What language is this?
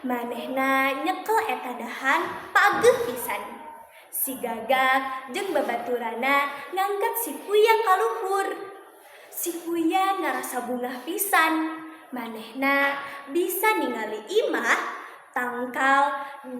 Sundanese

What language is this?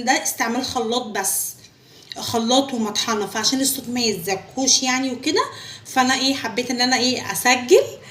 Egyptian Arabic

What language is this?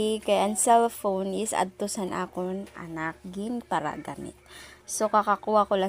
Waray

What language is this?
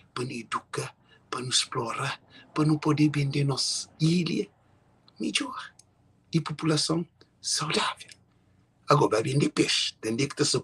Kabuverdianu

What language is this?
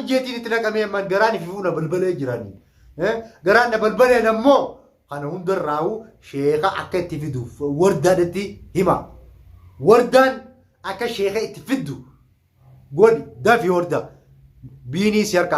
Oromo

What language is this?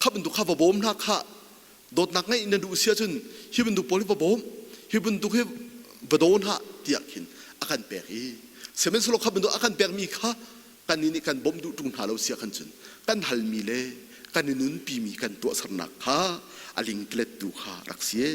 Hakha Chin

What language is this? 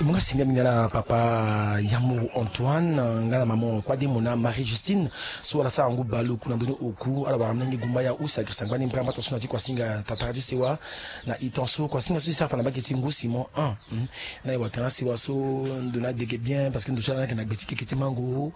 Sango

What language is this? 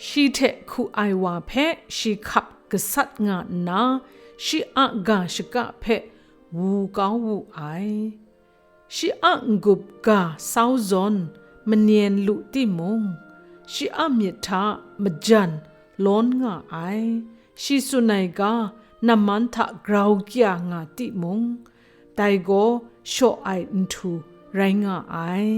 Kachin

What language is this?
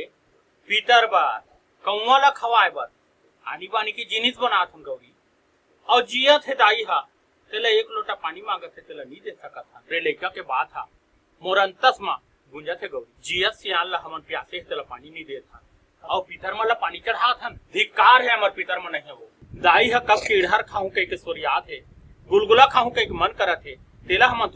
Chhattisgarhi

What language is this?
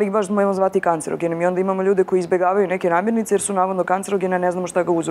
Serbian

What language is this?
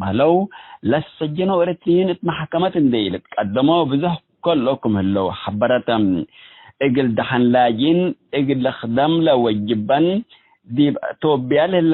Tigre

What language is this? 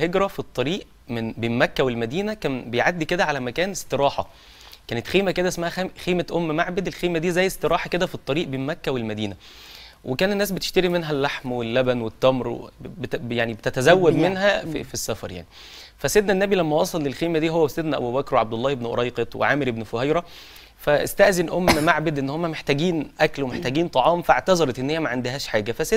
Egyptian Arabic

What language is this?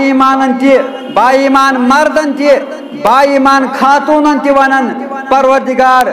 Kashmiri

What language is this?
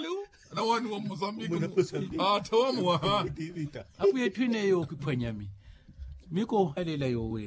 Makhuwa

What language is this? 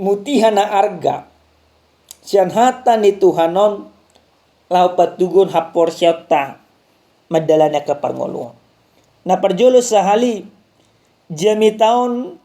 Batak Toba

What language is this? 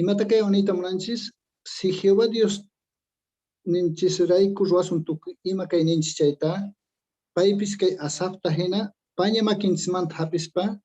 Quechua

